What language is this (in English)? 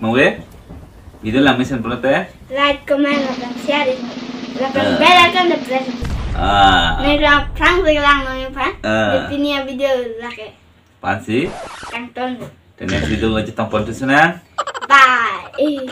Karbi